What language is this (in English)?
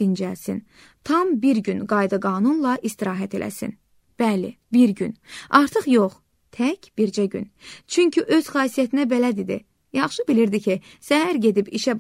Azerbaijani